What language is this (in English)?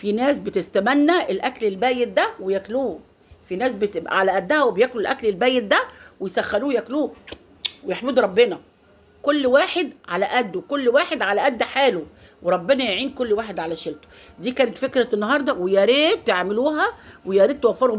Egyptian Arabic